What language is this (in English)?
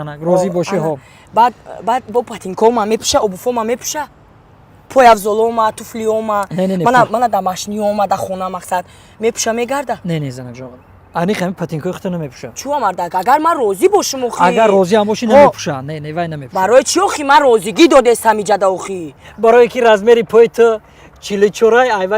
Tajik